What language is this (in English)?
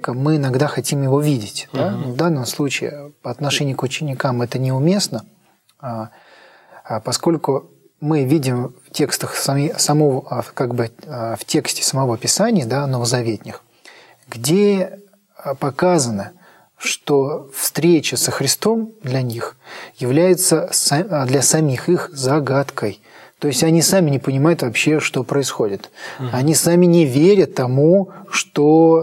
Russian